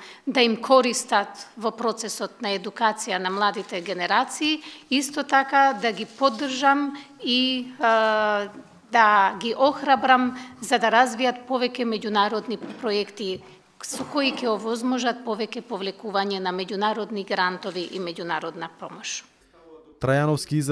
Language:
Macedonian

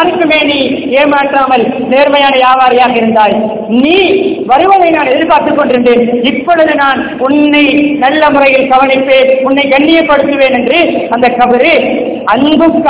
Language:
Tamil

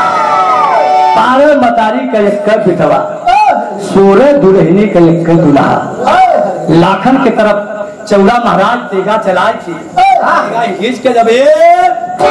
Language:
Bhojpuri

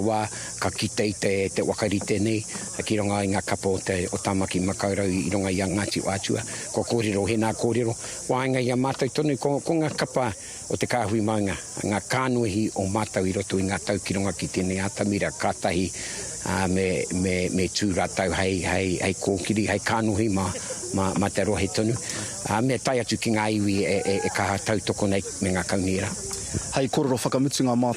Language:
Māori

